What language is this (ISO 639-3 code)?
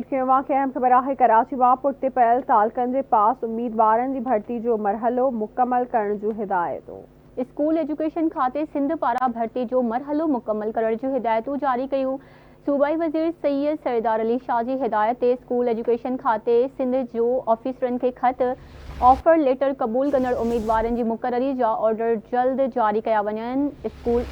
snd